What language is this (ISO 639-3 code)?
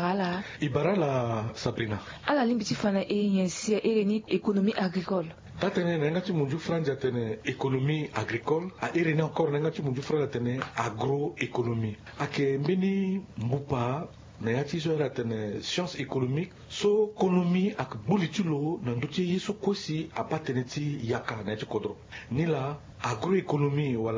sag